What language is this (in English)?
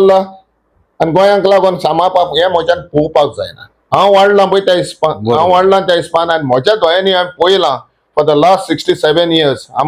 Konkani